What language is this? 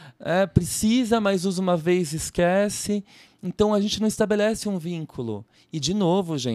Portuguese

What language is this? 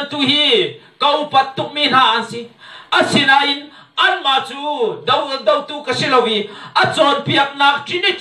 Hakha Chin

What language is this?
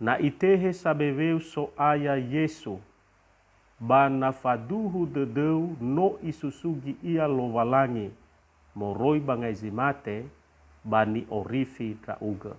Nias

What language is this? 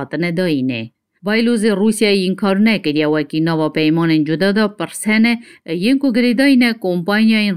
Kurdish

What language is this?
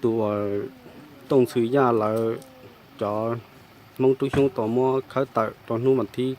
Hmong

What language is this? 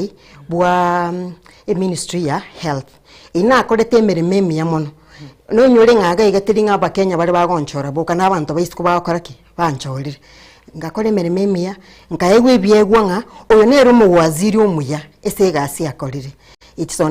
Gusii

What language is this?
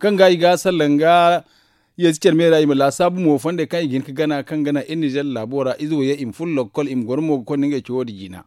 Zarma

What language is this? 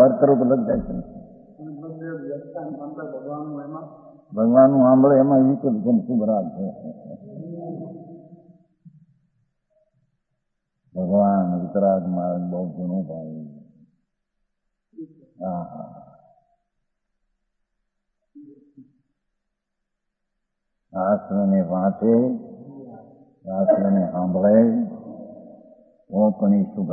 Gujarati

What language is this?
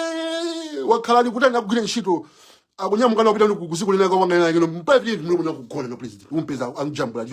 Nyanja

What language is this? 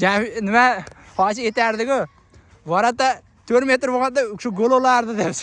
Uzbek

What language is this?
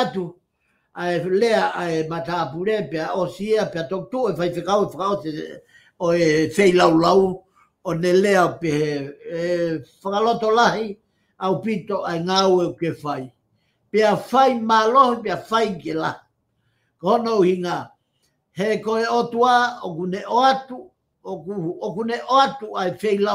Tongan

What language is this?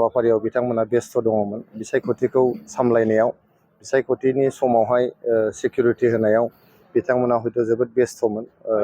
Bodo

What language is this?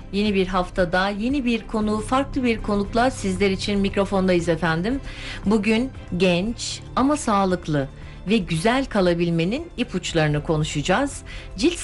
Turkish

